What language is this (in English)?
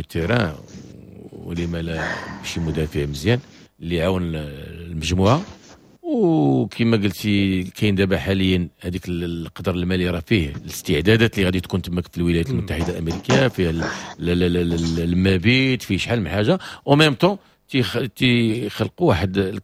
Moroccan Arabic